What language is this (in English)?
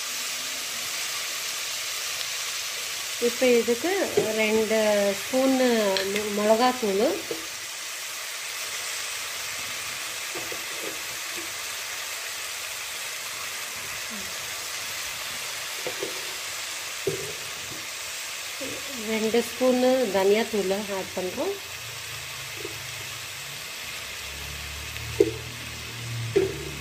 Tamil